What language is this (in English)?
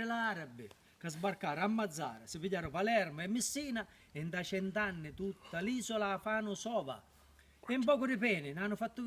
Sicilian